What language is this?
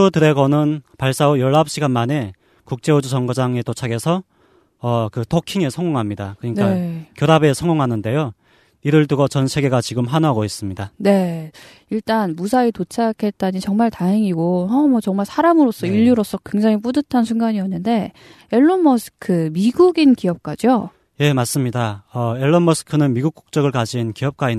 Korean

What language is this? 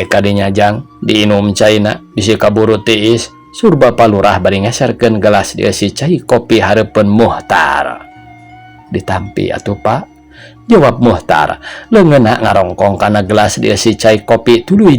Sundanese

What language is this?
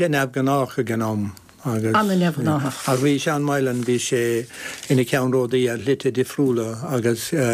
Irish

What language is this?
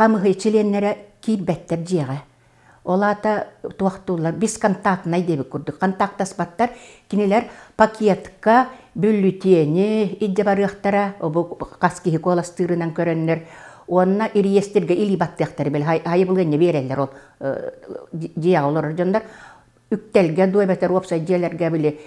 Yakut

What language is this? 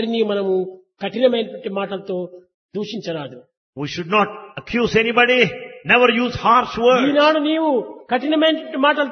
Telugu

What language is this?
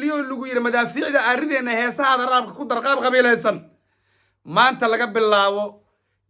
Somali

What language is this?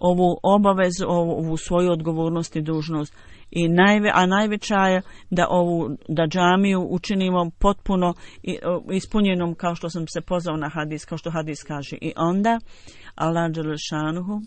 Bosnian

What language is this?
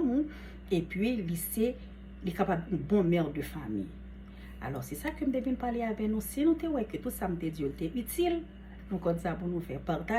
Haitian Creole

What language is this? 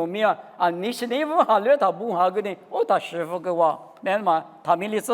Lisu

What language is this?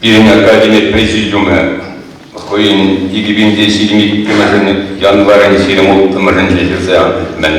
Chuvash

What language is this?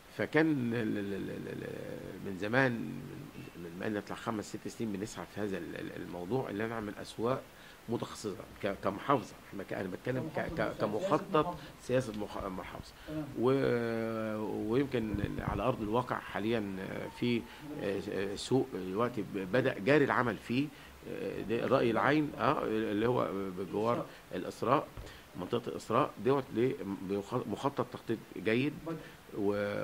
Egyptian Arabic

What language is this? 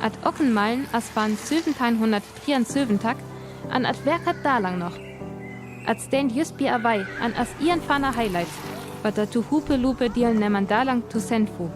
Northern Frisian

